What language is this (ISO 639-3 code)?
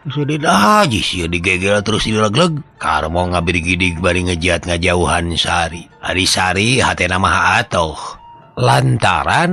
sun